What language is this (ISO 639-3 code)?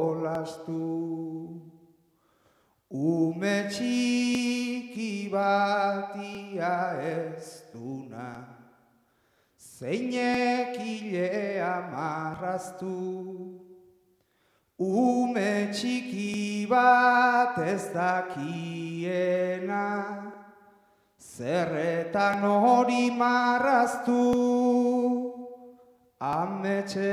eus